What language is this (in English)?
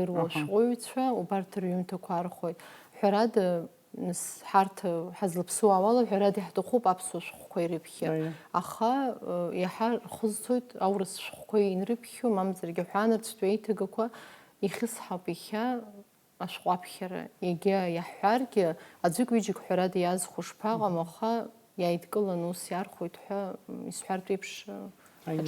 Abkhazian